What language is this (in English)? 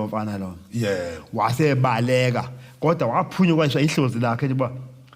Zulu